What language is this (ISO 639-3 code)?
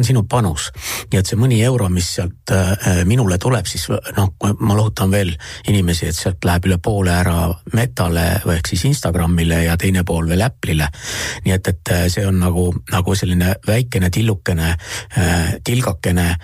est